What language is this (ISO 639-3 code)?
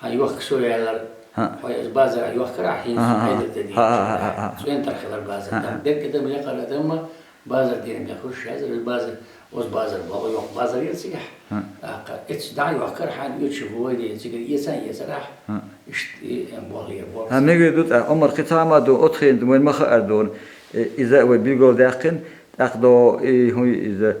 che